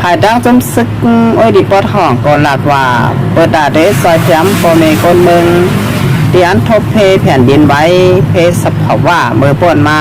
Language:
Shan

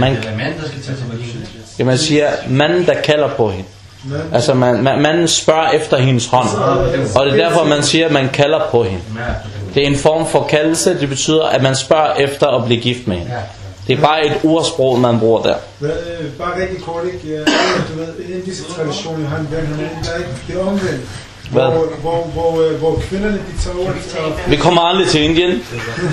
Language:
Danish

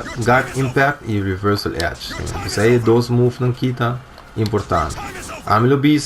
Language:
Papiamento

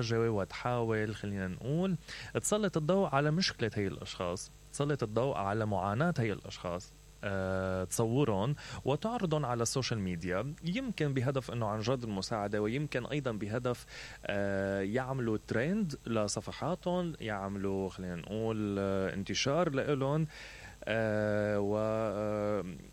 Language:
Mesopotamian Arabic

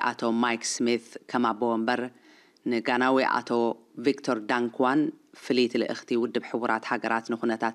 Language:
Tigrinya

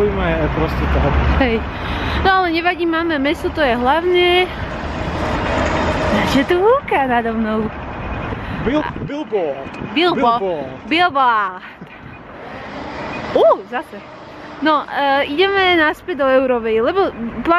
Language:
Slovak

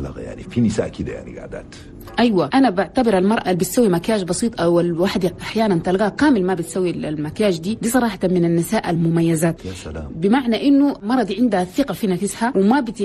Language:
Chadian Arabic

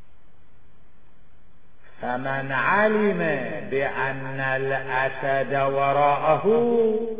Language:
Arabic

